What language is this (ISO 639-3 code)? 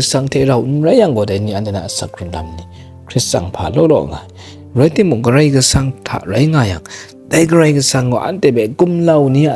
kac